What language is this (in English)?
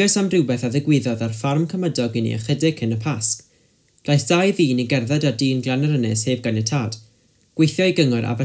Welsh